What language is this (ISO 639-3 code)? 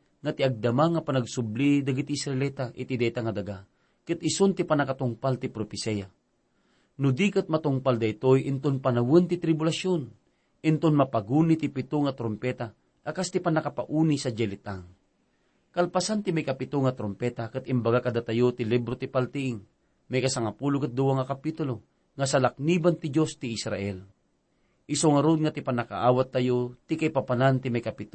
ilo